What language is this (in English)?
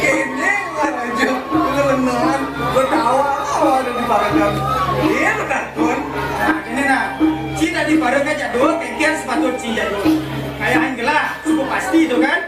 Balinese